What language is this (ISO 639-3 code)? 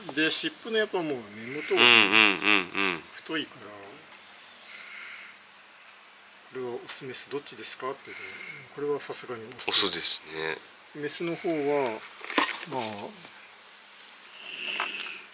jpn